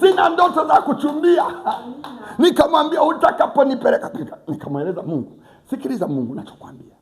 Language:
Swahili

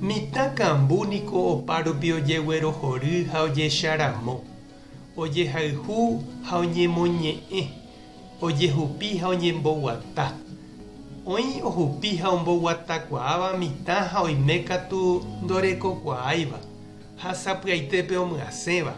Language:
Guarani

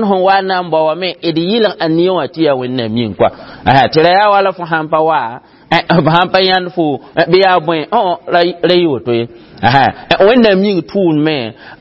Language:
Mossi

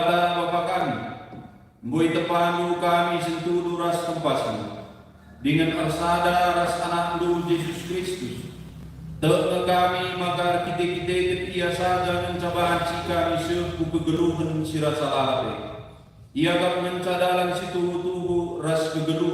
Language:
Batak Karo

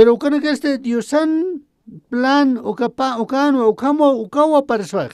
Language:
Aymara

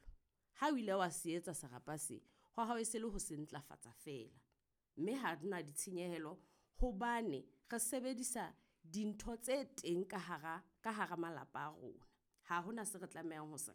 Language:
Southern Sotho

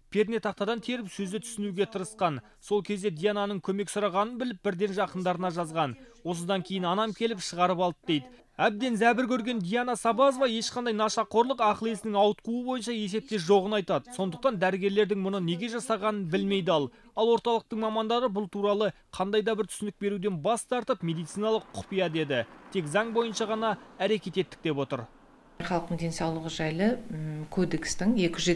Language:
Kazakh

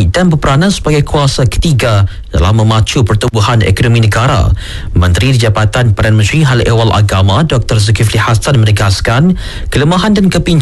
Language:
Malay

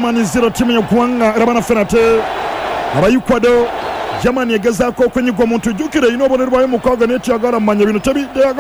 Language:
Ganda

